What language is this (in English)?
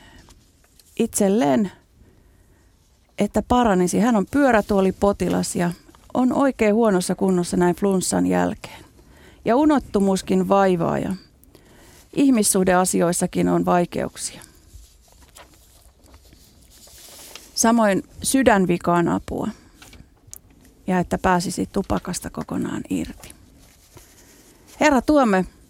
Finnish